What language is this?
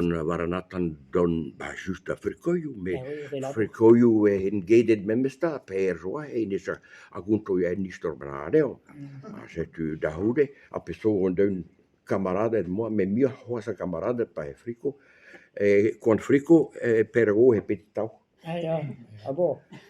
Breton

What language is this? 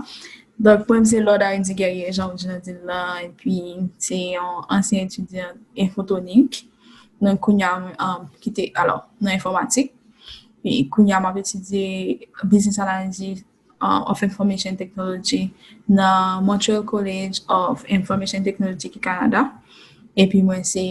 Haitian Creole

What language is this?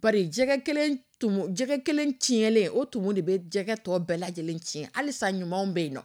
Dyula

